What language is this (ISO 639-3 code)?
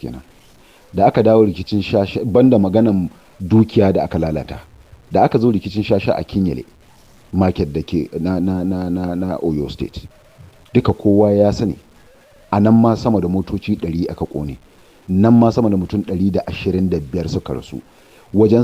hau